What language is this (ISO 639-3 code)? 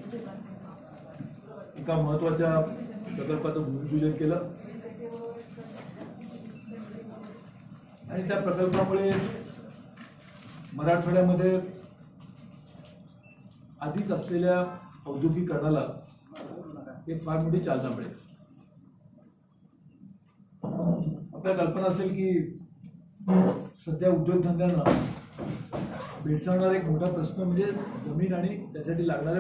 mar